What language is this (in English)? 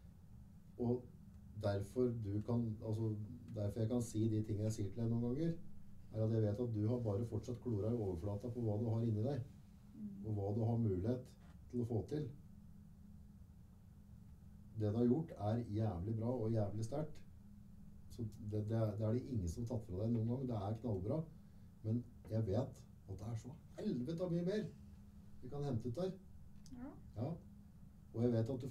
Norwegian